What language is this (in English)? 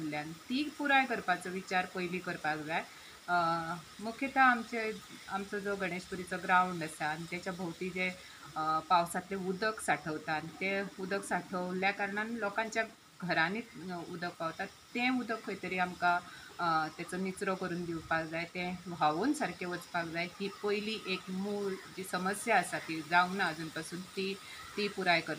Konkani